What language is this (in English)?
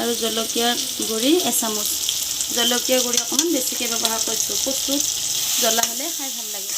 Assamese